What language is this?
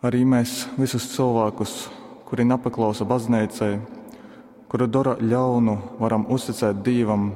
Latgalian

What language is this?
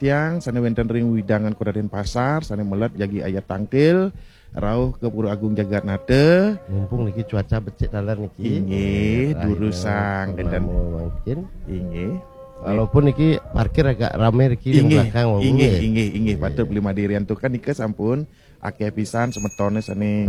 Balinese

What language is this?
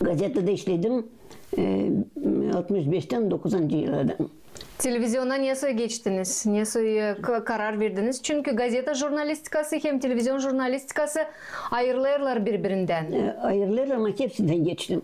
Gagauz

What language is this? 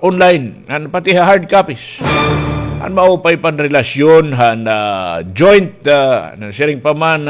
Waray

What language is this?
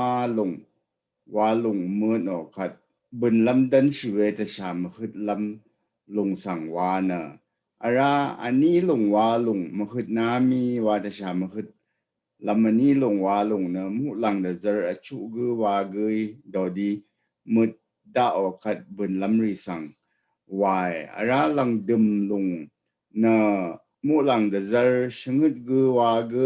Rawang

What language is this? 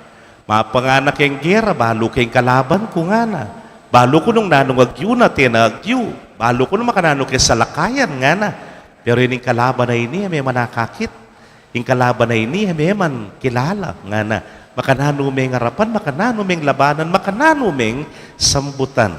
Pampanga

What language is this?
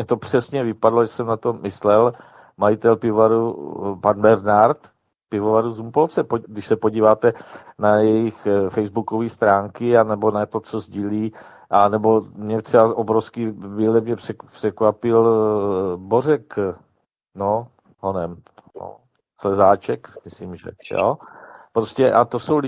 Czech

